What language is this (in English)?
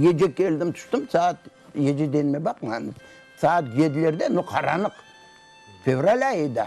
Crimean Tatar